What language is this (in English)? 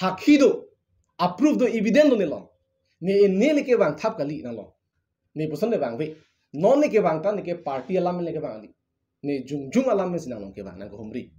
Karbi